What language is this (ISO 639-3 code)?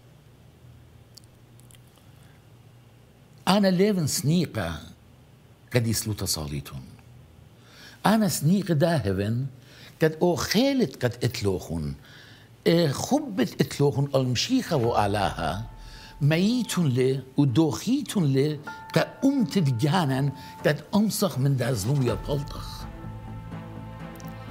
aii